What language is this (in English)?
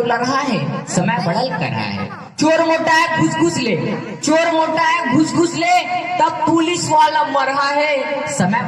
Chhattisgarhi